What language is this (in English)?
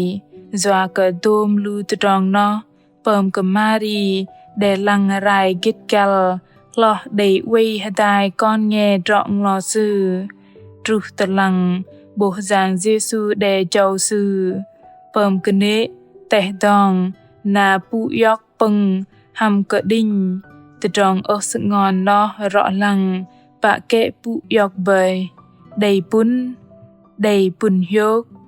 Bahnar